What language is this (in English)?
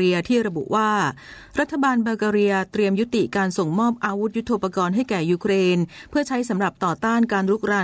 Thai